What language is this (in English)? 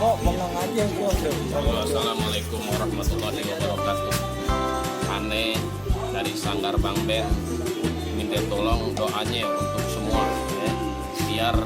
Betawi